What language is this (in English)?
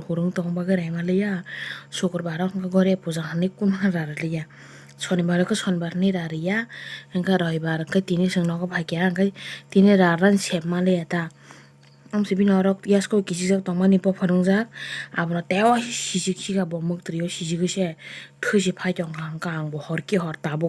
Kok Borok